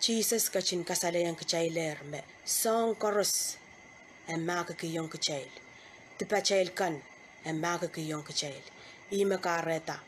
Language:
Pohnpeian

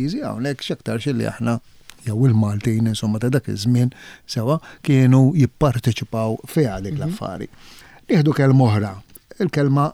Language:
Maltese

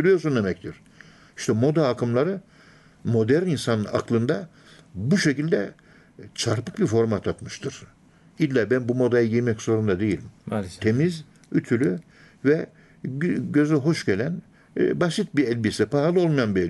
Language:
Turkish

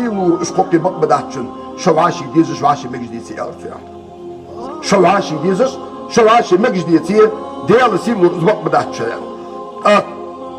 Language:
Ingush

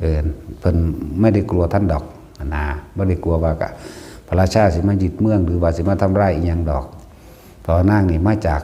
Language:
Northeastern Thai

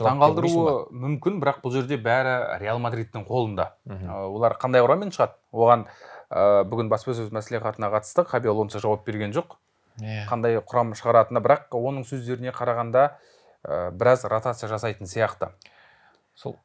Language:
Kazakh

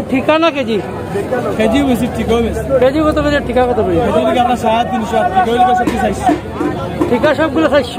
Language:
Sylheti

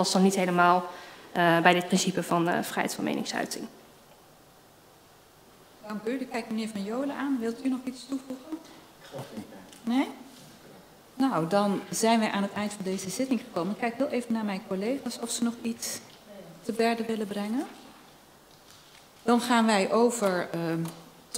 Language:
Dutch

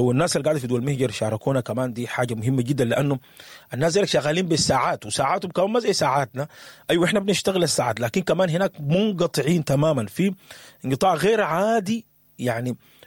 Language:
Sudanese Arabic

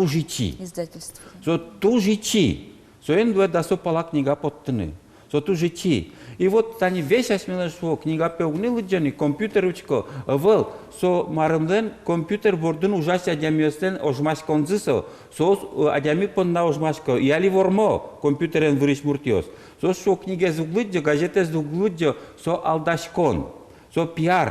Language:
Udmurt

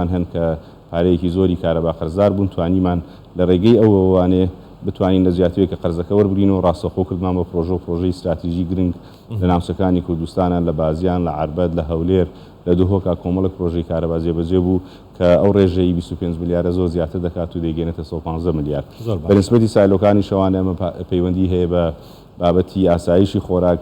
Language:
Central Kurdish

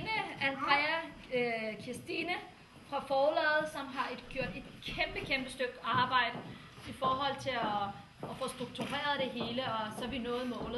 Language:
Danish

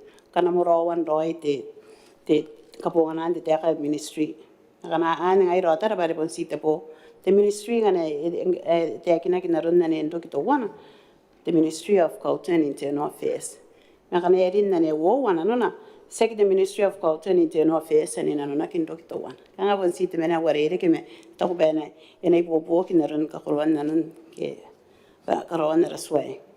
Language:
Gilbertese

